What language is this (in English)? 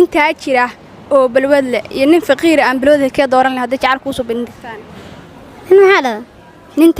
Somali